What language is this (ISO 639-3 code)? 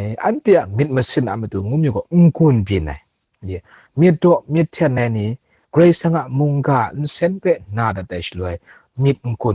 kac